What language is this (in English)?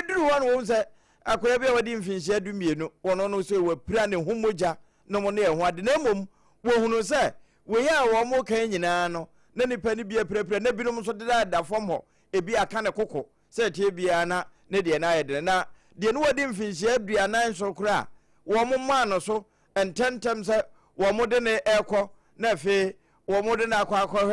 Akan